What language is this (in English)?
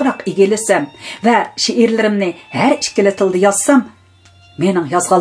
Uyghur